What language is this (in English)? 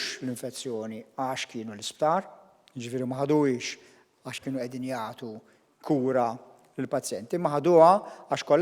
Maltese